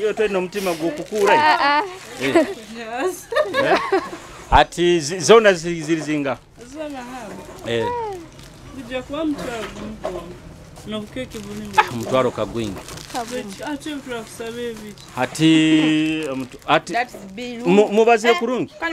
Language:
Nyoro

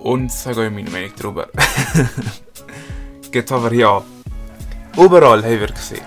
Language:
Swiss German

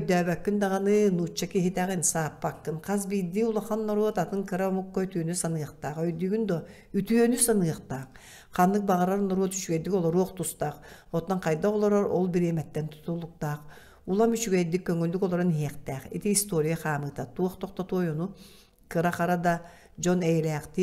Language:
Yakut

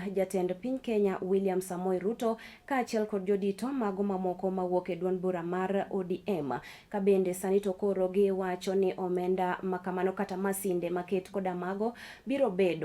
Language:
Luo (Kenya and Tanzania)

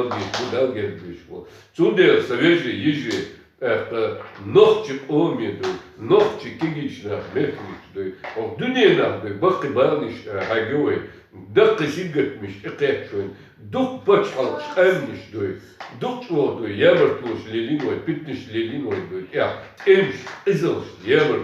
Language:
Chechen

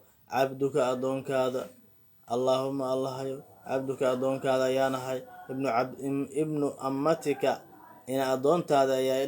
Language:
Somali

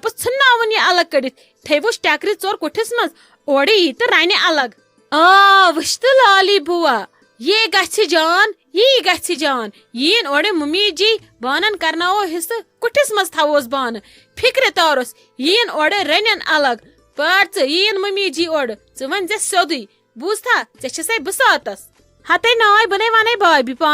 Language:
Kashmiri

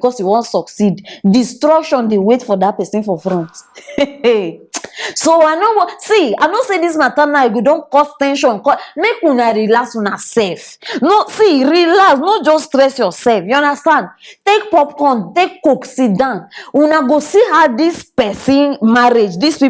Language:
Nigerian Pidgin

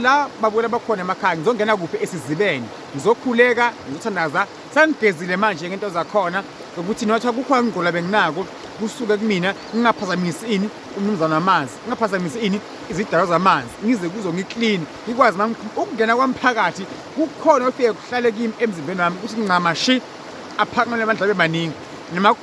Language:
Zulu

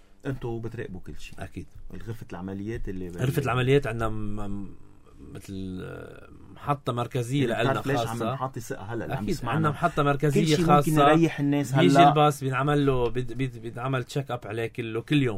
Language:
North Levantine Arabic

